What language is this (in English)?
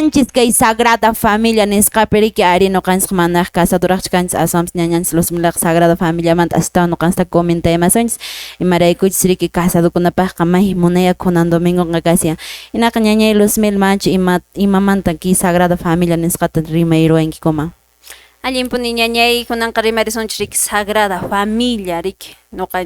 Quechua